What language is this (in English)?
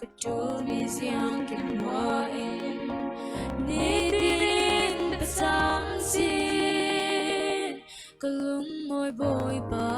Falam Chin